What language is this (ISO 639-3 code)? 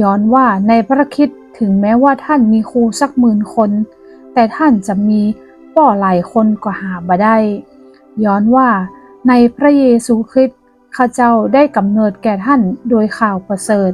nod